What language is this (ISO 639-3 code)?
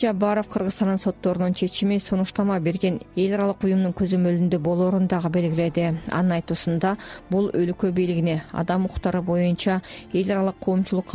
kir